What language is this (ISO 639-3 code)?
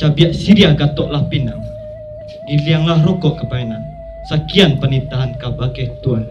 min